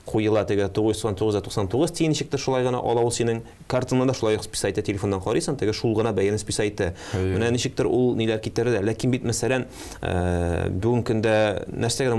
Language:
Tatar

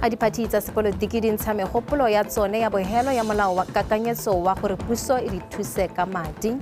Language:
Tswana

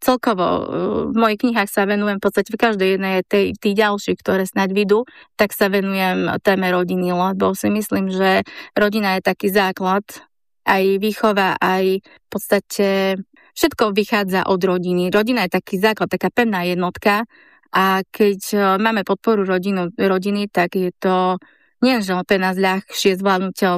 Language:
Slovak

